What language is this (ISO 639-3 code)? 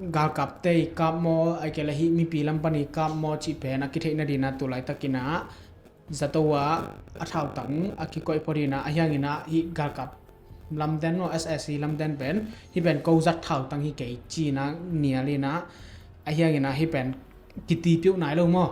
ctd